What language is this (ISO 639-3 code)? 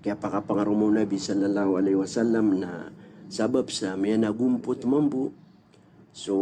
mrw